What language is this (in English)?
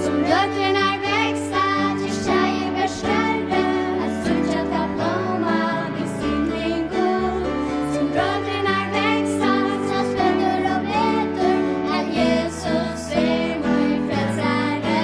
Faroese